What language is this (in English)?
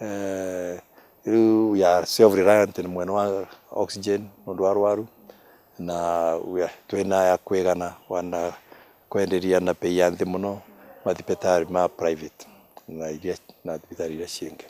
Meru